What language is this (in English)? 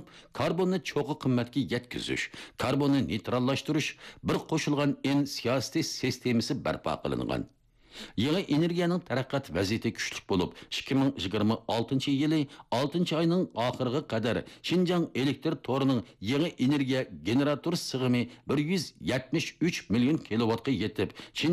Uyghur